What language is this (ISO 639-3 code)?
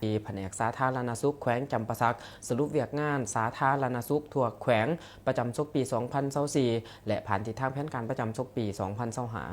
lao